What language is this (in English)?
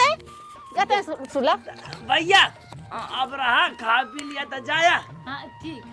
Awadhi